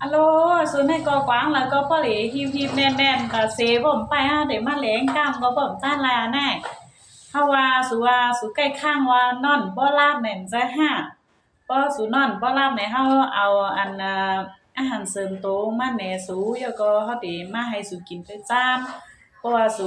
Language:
Shan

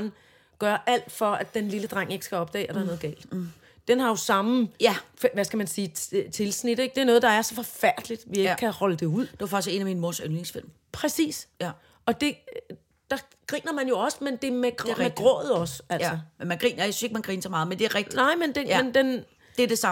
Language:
Danish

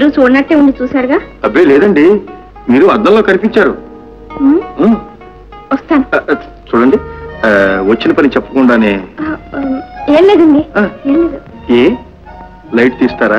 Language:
Telugu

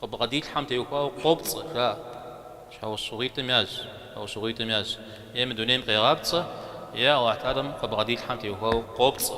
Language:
Kabardian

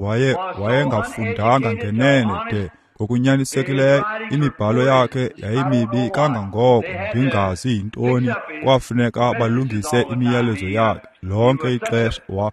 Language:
Xhosa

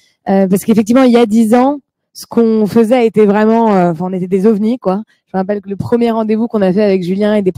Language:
French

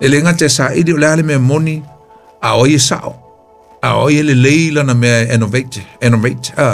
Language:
Samoan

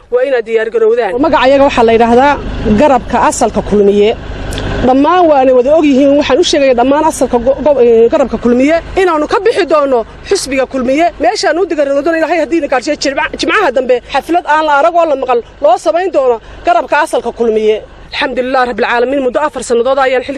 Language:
Somali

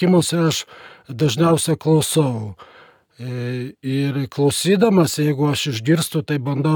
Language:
Lithuanian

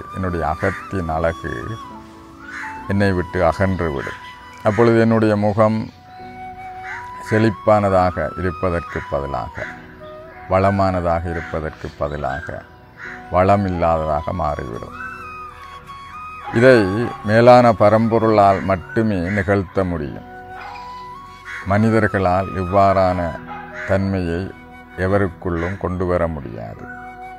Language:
Tamil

